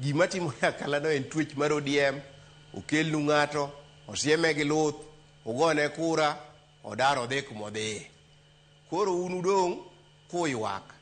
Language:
Luo (Kenya and Tanzania)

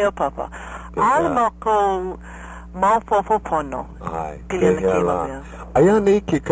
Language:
Hawaiian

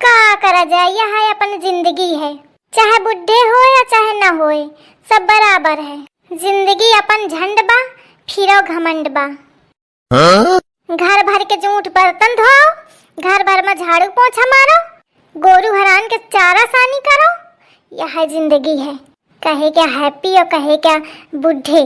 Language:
Awadhi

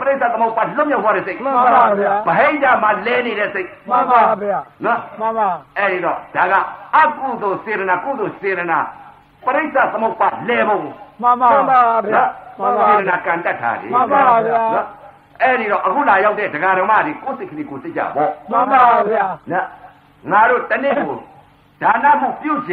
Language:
Burmese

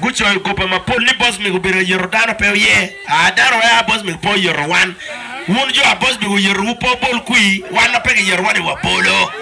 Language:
Acoli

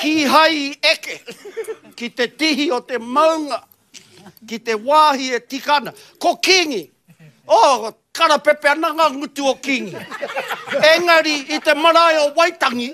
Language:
Māori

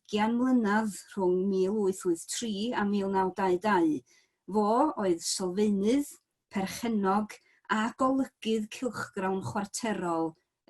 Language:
Welsh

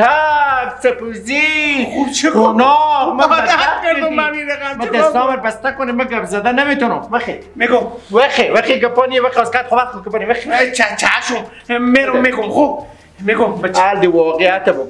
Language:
Persian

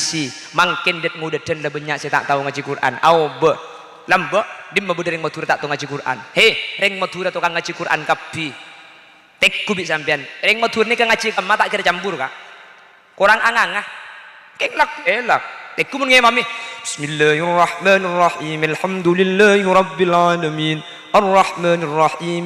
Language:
Madurese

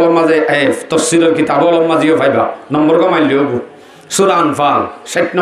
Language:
Rohingya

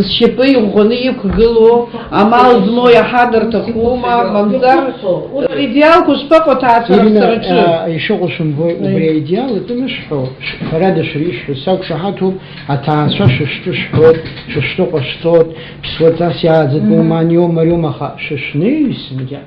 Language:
Abkhazian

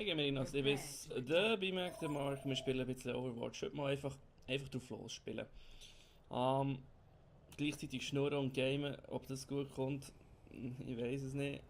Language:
Swiss German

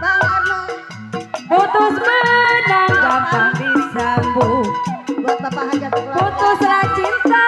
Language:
Betawi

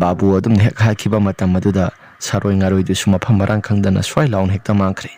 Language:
Manipuri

